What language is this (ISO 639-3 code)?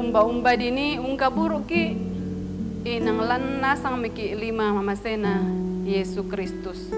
sda